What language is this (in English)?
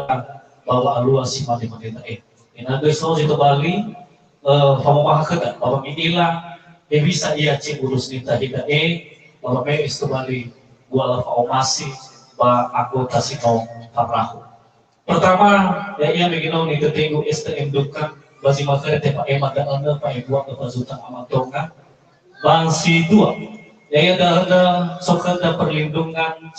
Nias